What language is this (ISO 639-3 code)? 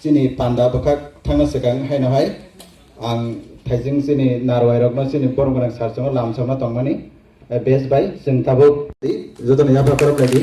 trp